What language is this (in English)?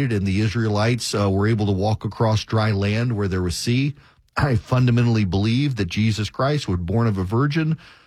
English